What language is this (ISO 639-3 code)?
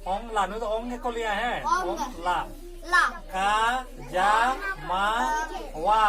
sat